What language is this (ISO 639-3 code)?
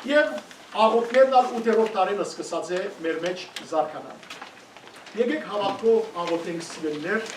hyw